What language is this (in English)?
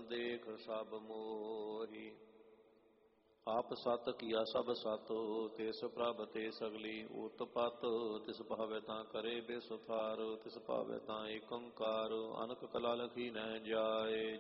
Punjabi